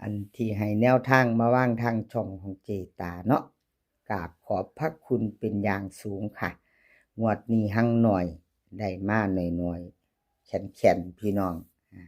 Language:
Northeastern Thai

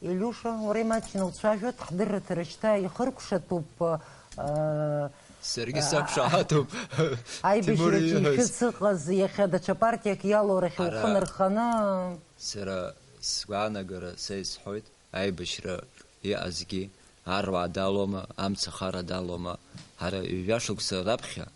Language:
Abkhazian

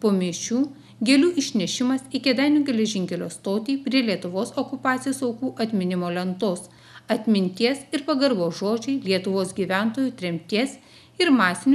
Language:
Lithuanian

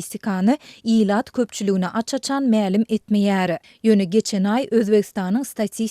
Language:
Turkmen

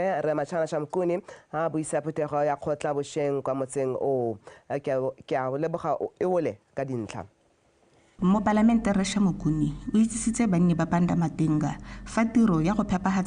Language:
Tswana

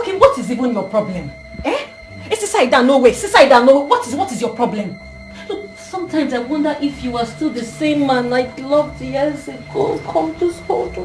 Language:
Nigerian Pidgin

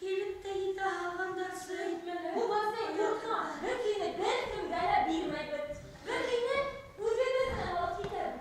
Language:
Bashkir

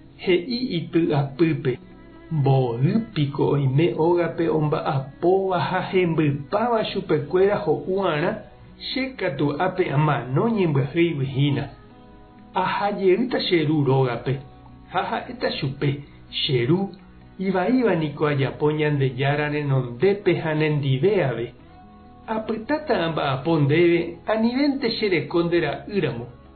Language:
Guarani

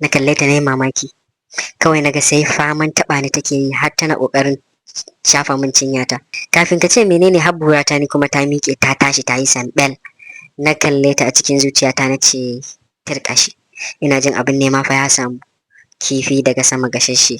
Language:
Hausa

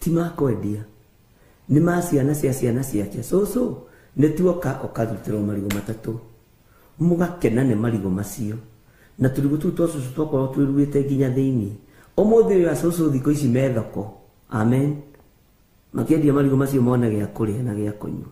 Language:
Kikuyu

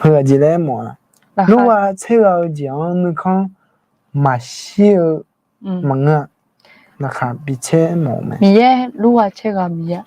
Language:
Akha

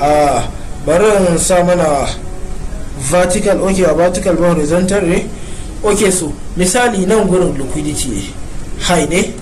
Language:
Hausa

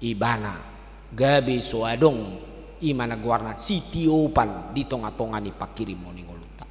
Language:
Batak Toba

